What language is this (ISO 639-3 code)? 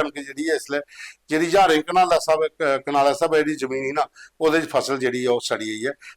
doi